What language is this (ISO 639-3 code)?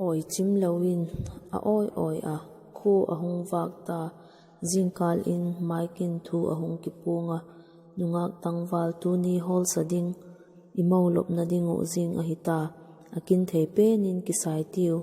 vap